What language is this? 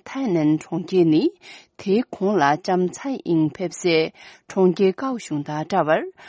Tibetan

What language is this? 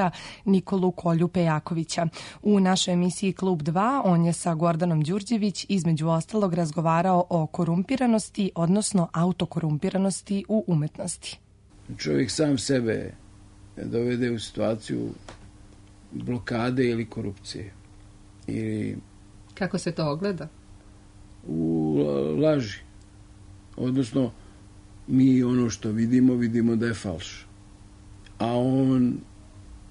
Serbian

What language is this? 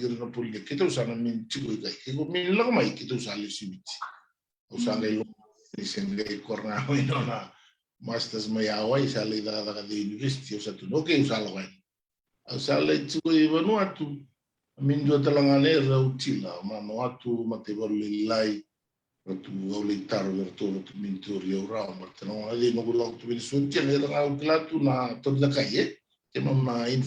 Fijian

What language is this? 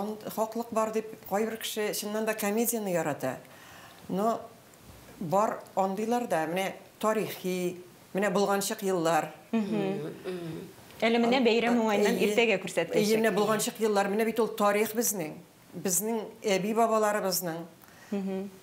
Tatar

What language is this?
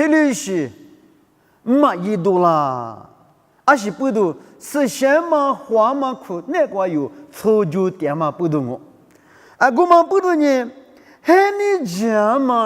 Lisu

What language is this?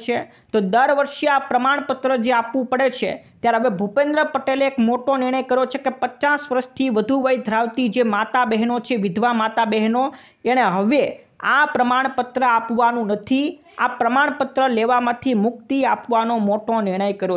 Gujarati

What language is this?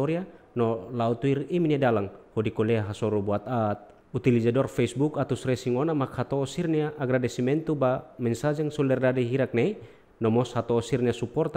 Tetum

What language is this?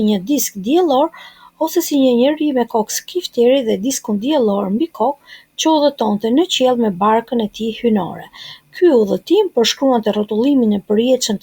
Albanian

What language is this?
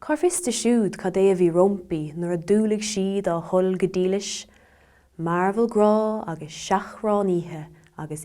Irish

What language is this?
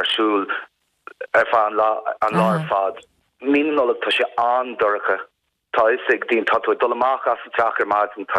Irish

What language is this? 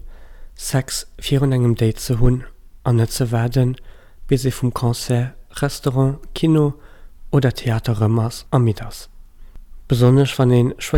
Luxembourgish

